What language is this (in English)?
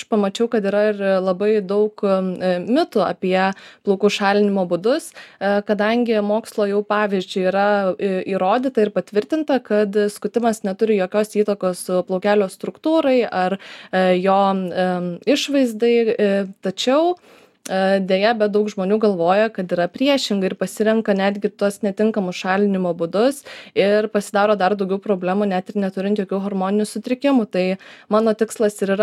Lithuanian